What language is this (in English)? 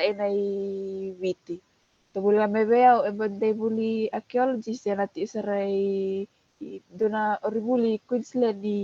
Fijian